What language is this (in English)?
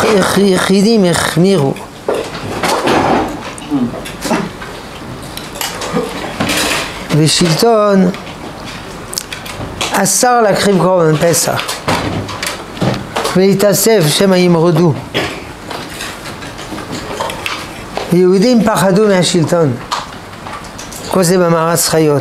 Hebrew